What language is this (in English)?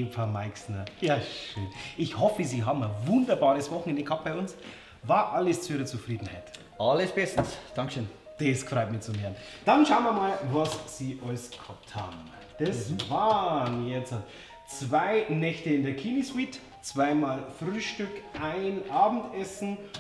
Bavarian